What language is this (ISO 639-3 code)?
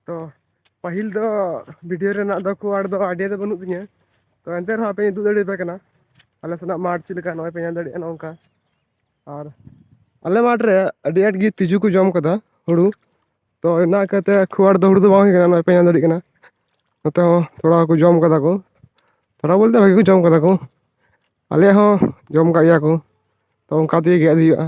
sat